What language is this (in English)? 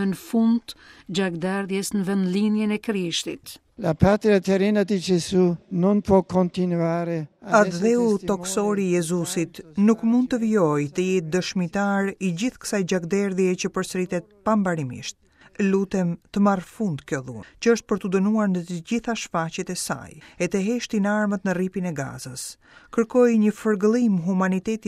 Albanian